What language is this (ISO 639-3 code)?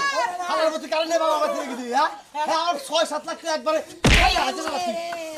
ben